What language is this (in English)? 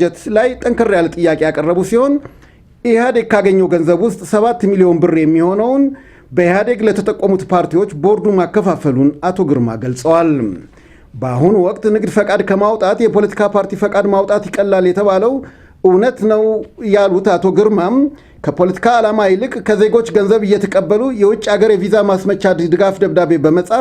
Amharic